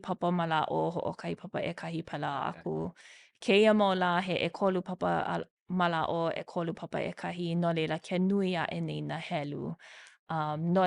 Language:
Hawaiian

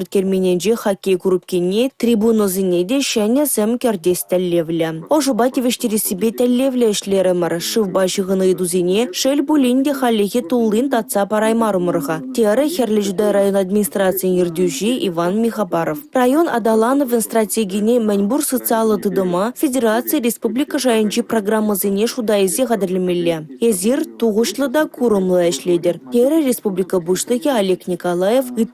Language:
Chuvash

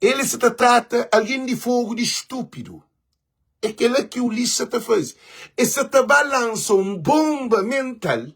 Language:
Kabuverdianu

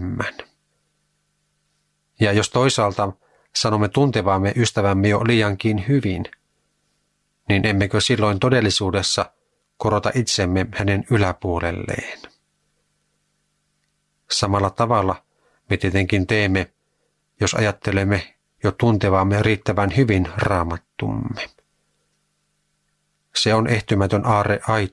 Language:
Finnish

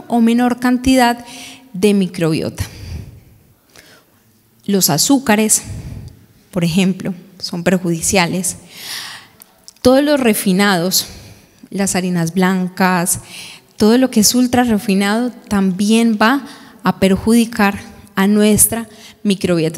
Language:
Spanish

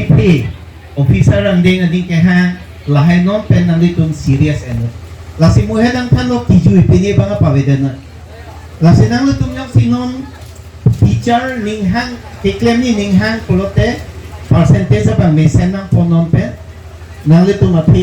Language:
Karbi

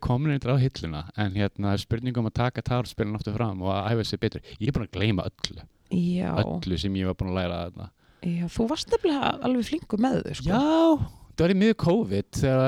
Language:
Icelandic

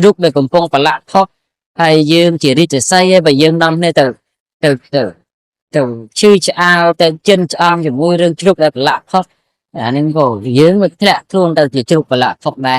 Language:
Khmer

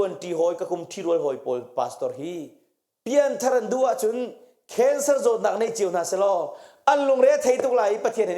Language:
Hakha Chin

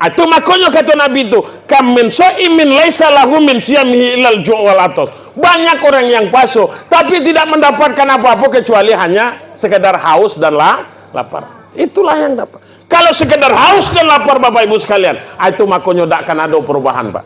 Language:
Minangkabau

